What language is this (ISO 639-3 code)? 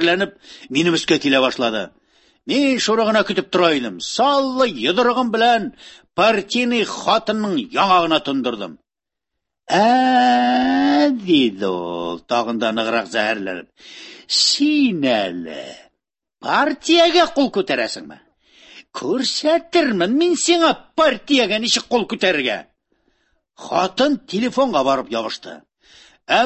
tat